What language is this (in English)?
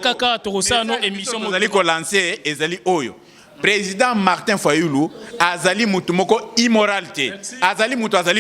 Lingala